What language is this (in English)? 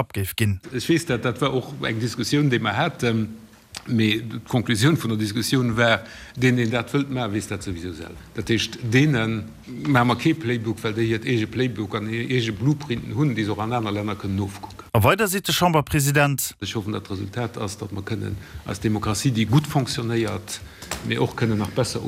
Luxembourgish